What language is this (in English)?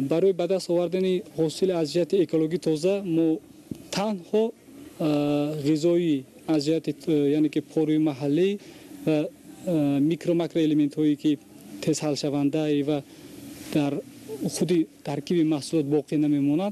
Tajik